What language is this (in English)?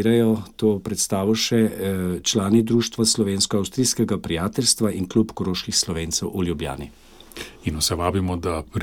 Slovenian